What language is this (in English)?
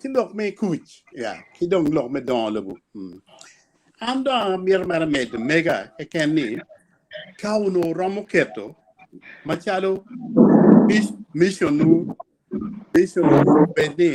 Acoli